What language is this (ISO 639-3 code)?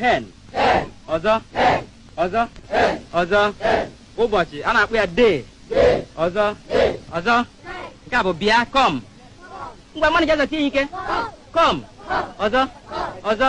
ibo